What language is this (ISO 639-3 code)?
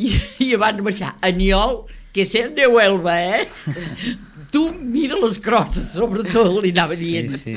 cat